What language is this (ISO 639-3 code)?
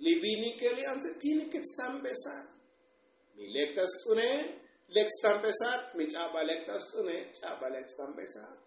tzo